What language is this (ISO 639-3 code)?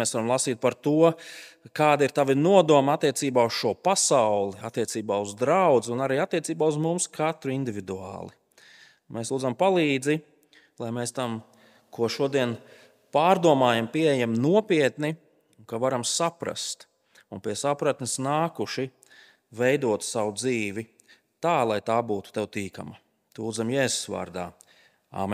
lav